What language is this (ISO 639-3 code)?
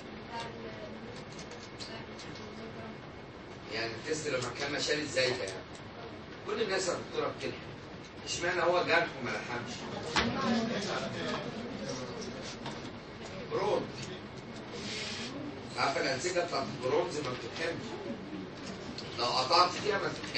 arz